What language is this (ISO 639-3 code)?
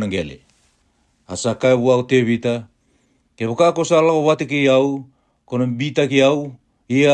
fij